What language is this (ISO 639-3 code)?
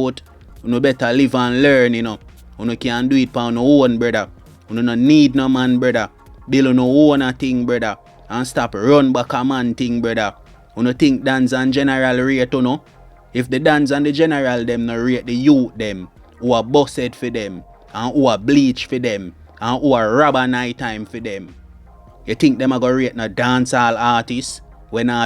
jam